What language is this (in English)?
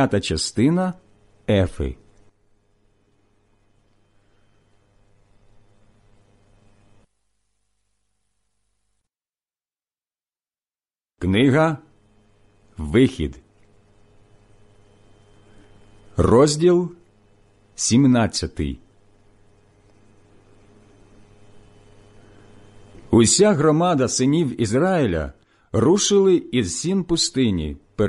Ukrainian